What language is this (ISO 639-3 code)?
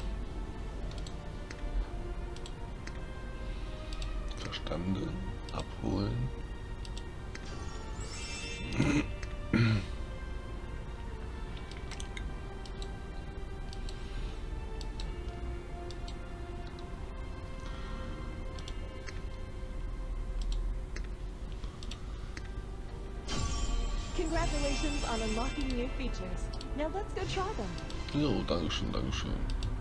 deu